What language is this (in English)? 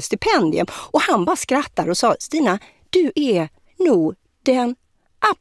Swedish